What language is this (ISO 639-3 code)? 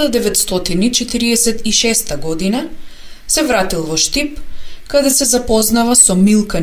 mkd